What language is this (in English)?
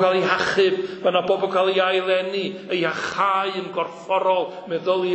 Welsh